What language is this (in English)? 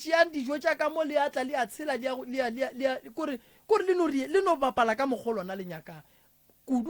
Northern Sotho